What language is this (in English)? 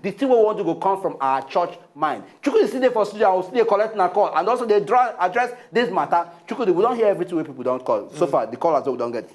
Nigerian Pidgin